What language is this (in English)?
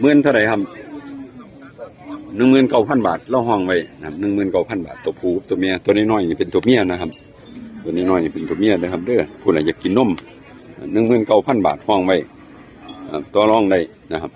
Northeastern Thai